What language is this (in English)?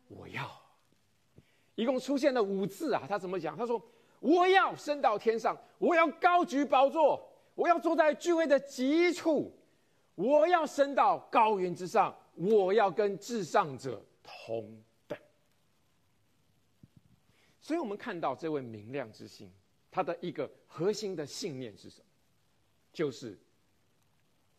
Chinese